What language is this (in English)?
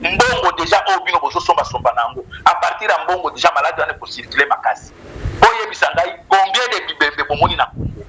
Lingala